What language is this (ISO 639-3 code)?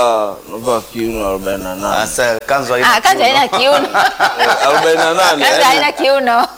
swa